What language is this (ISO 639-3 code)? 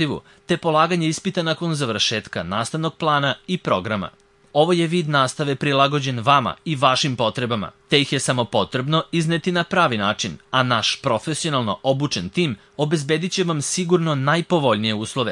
srp